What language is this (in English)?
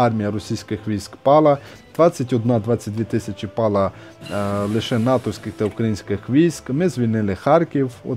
Ukrainian